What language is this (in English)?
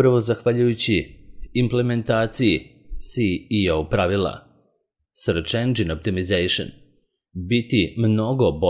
Serbian